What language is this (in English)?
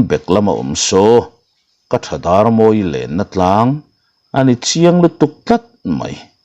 Mizo